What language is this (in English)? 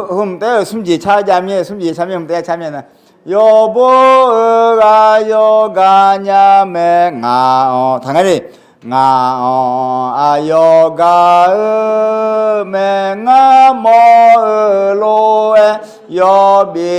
Akha